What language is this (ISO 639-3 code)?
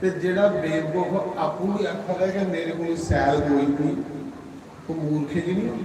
doi